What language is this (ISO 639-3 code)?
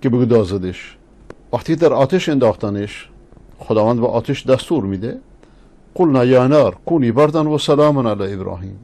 fas